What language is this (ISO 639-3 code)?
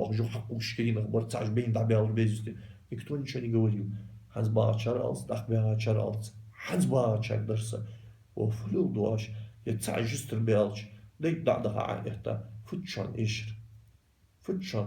inh